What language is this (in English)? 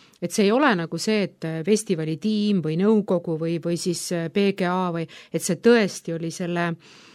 Estonian